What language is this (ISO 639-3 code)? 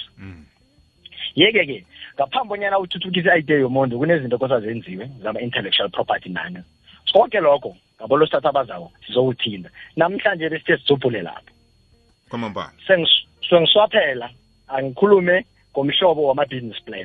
nbl